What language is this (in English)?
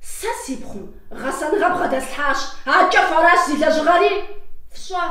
Kabardian